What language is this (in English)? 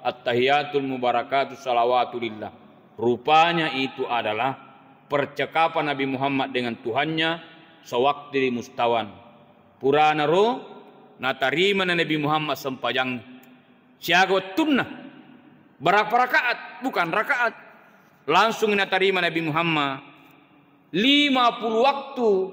Buginese